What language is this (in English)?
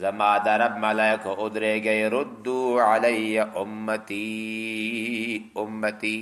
Pashto